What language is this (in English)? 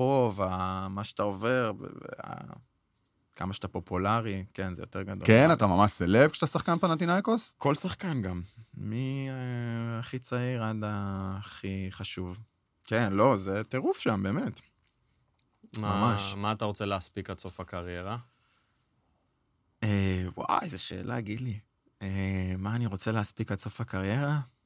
Hebrew